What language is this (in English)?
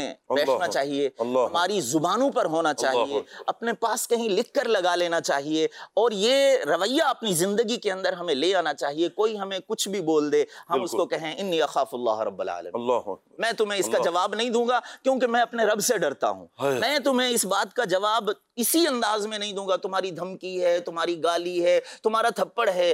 Urdu